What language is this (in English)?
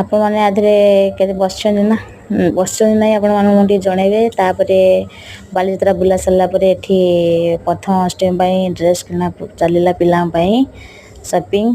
Odia